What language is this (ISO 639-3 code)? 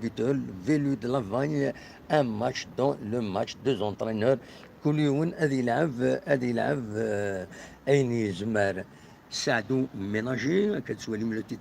kab